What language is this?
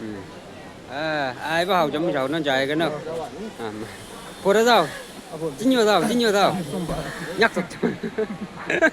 Chang Naga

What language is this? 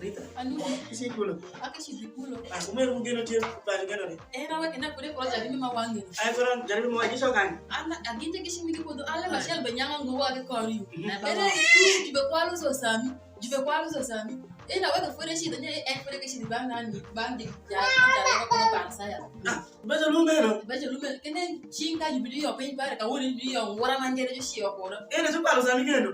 Alur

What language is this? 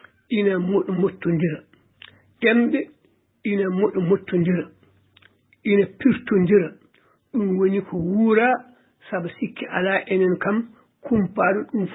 Fula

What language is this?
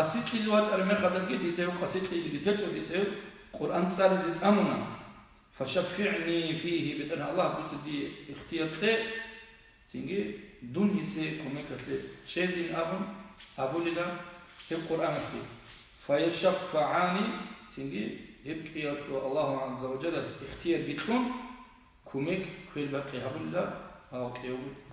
Avaric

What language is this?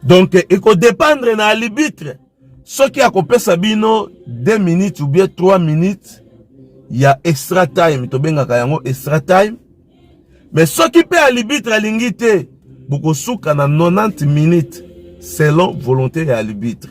Lingala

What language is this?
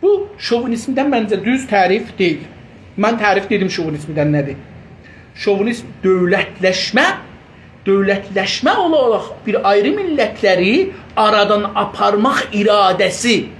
South Azerbaijani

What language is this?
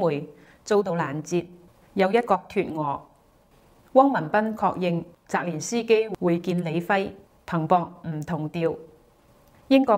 Cantonese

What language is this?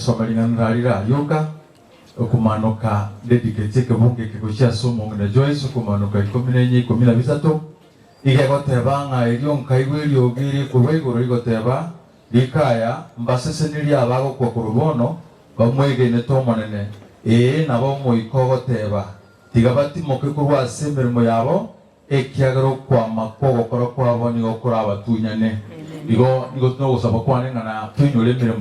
Gusii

